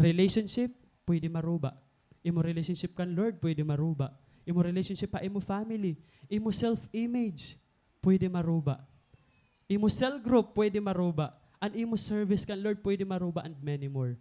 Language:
Waray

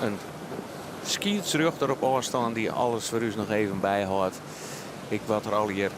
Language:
Western Frisian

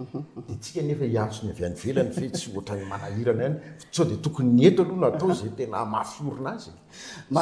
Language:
Malagasy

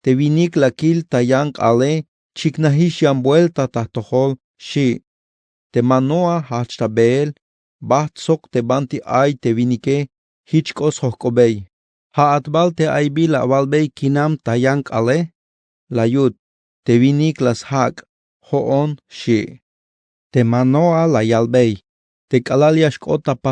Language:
Tzeltal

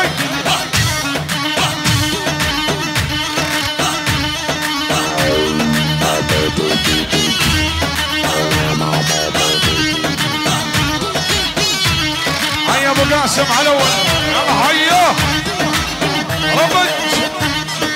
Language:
Arabic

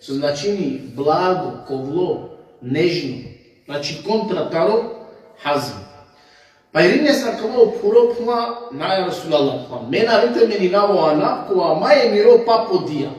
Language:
Balkan Romani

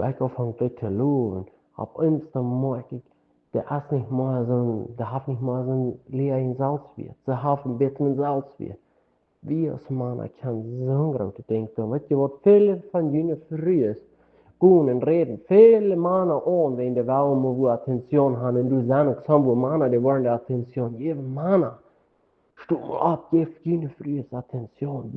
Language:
Plautdietsch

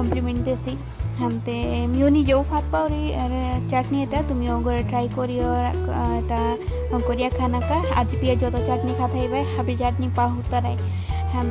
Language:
Bishnupriya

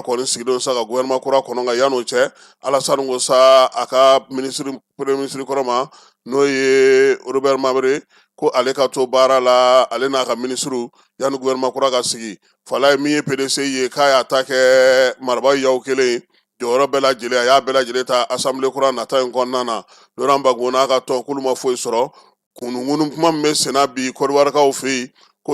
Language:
Bambara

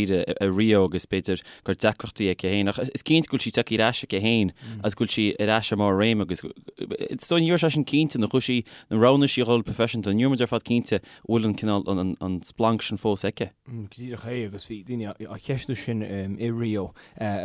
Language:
Irish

